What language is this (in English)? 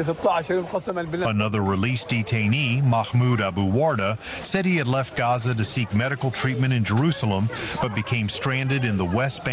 English